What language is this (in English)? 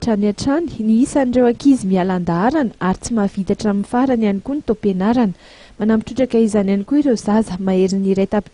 Malagasy